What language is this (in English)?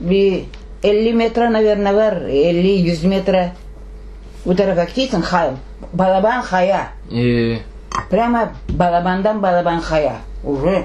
Crimean Tatar